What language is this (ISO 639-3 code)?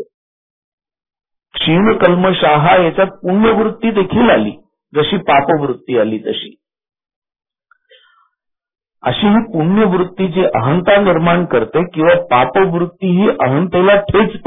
mar